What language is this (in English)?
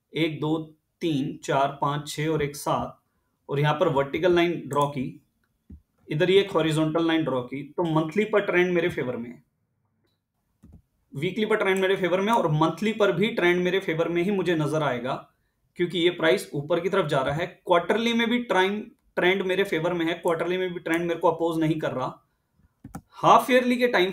Hindi